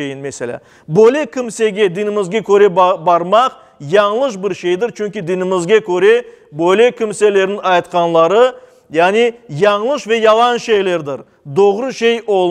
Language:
Crimean Tatar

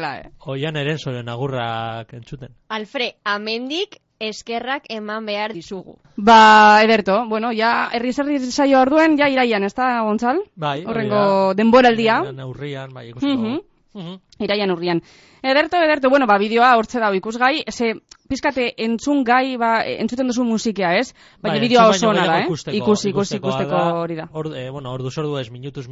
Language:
Basque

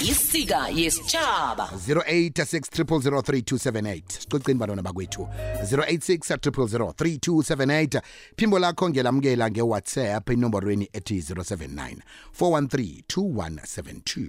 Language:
South Ndebele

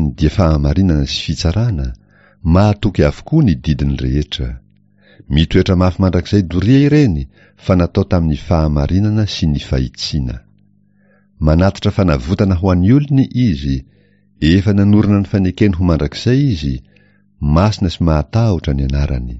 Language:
Malagasy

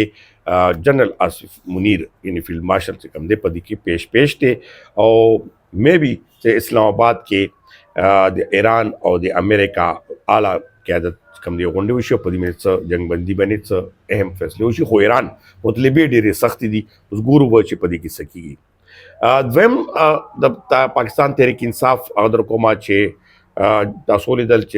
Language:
Pashto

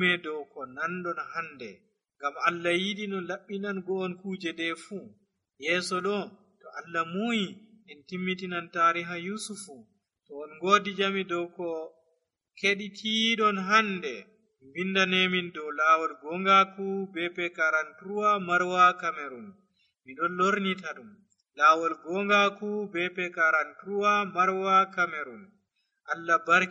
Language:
Nigerian Fulfulde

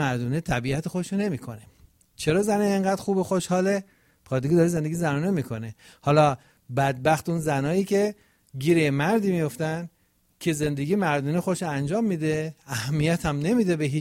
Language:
Persian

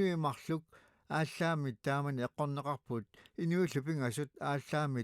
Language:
Kalaallisut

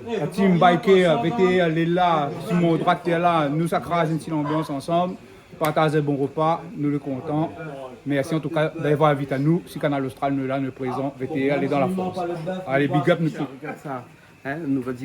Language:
Réunion Creole French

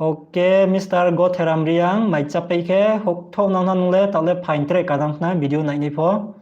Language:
Riang (India)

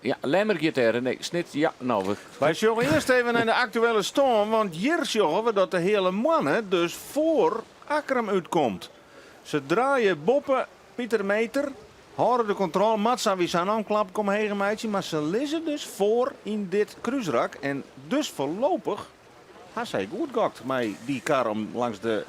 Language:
Western Frisian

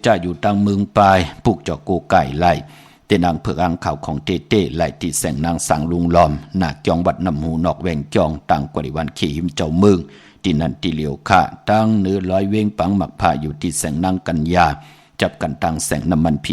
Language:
Shan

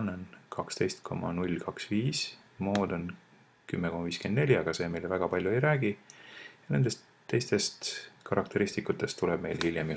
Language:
Estonian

